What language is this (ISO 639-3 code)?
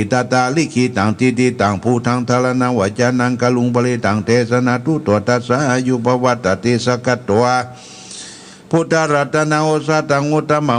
pli